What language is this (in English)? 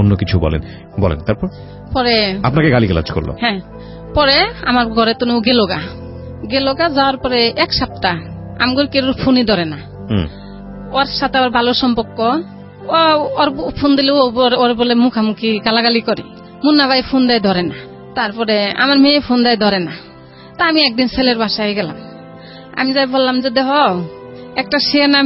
Bangla